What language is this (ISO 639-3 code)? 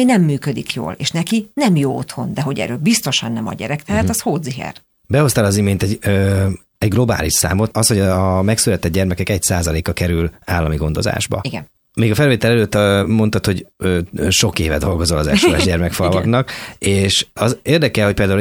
hun